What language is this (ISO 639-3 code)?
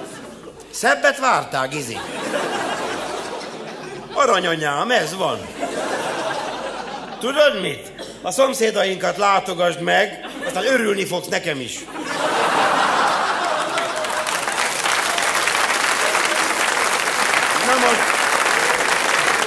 hun